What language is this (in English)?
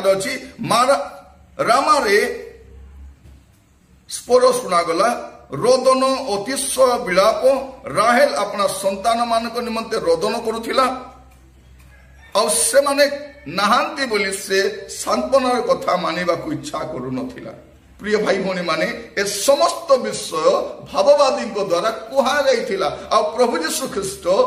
Odia